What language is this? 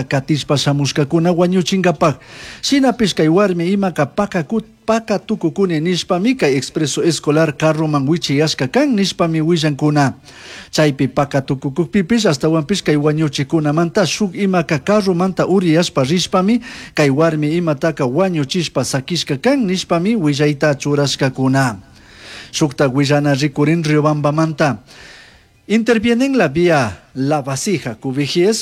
Chimborazo Highland Quichua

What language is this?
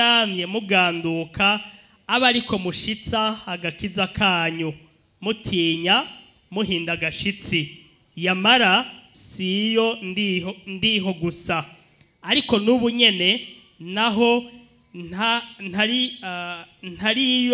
Rundi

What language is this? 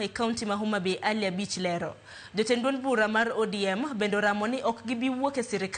Luo (Kenya and Tanzania)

